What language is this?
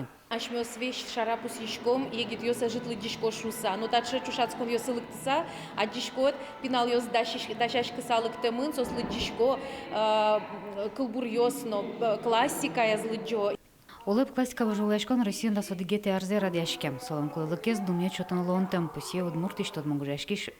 Udmurt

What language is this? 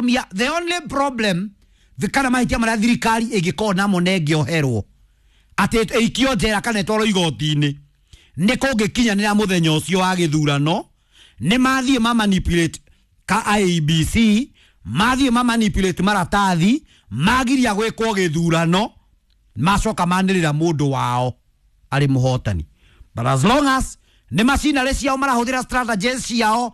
Kikuyu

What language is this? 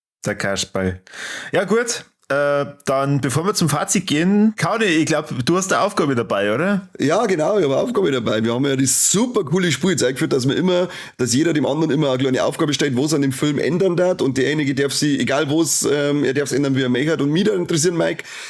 Bavarian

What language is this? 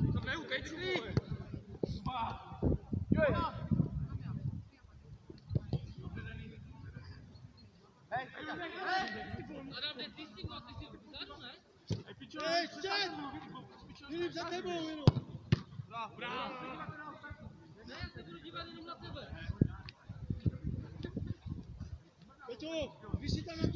Czech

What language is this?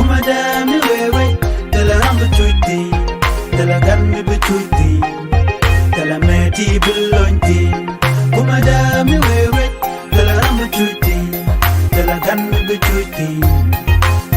Nuer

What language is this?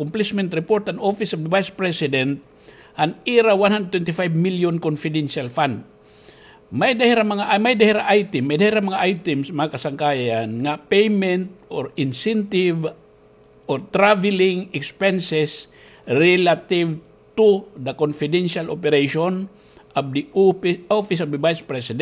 Waray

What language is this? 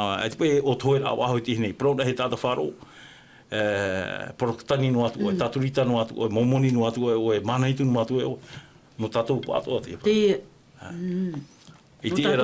Tahitian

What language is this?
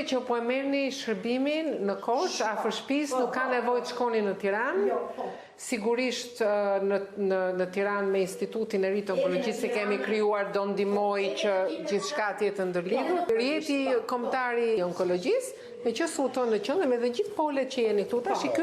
Albanian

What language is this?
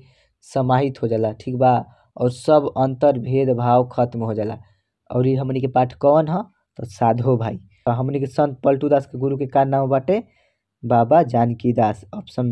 Bhojpuri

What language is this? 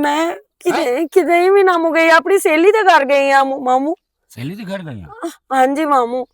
Western Panjabi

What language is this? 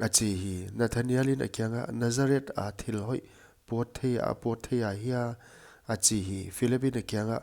Paite Chin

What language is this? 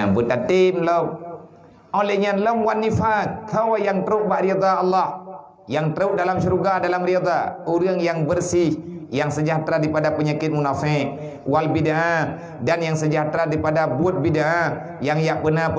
Achinese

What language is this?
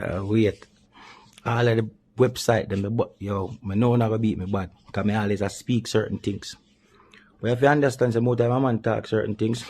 Jamaican Creole English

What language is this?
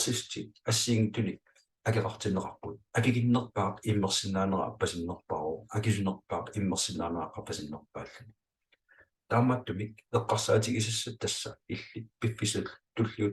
Kalaallisut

